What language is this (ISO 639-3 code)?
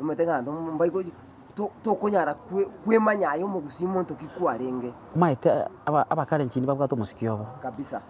guz